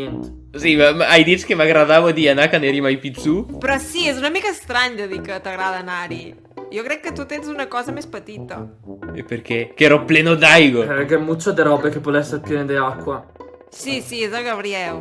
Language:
Occitan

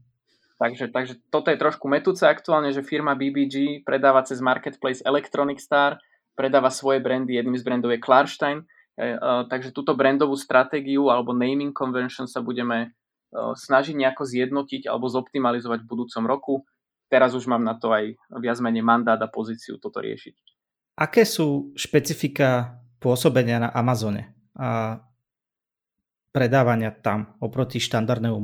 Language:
Slovak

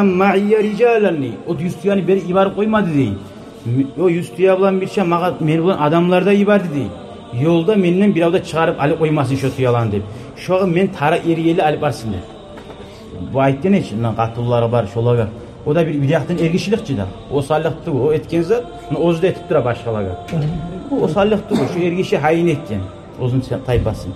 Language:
Kumyk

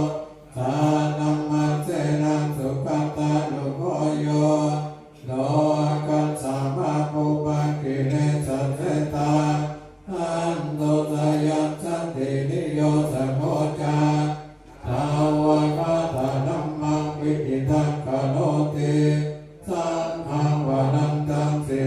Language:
Pali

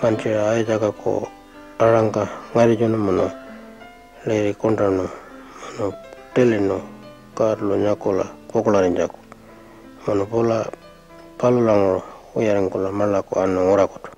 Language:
Pitjantjatjara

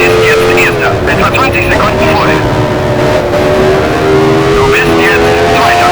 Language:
Bavarian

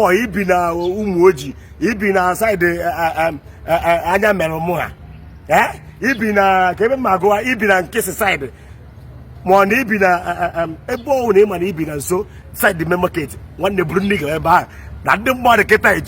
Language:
Igbo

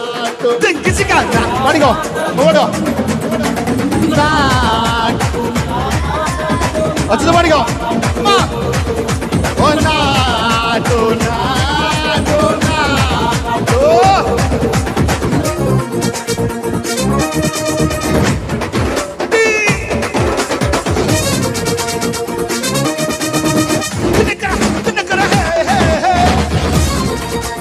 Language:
Malayalam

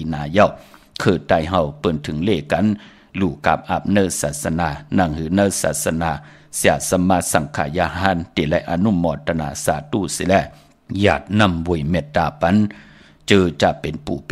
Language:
Shan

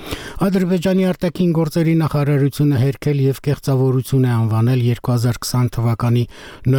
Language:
Armenian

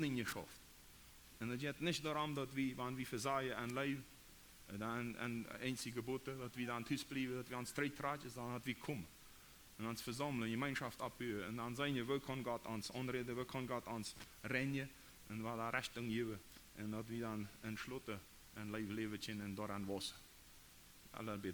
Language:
Plautdietsch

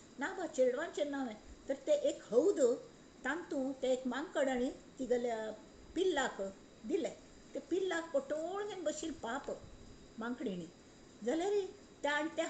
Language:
Konkani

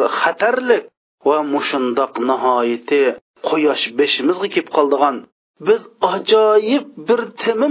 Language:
Uyghur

